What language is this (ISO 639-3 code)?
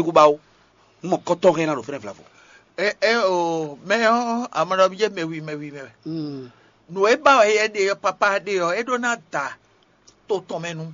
fon